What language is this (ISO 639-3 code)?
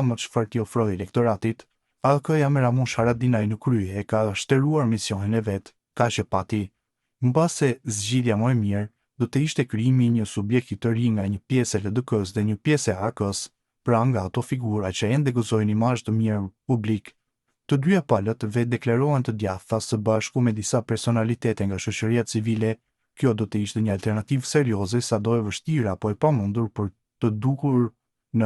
sqi